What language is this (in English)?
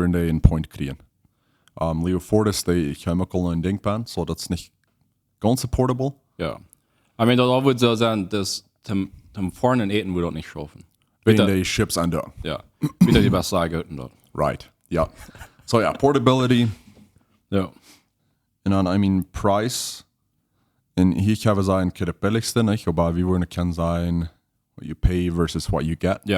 Plautdietsch